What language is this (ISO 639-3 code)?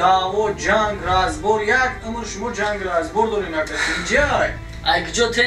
tgk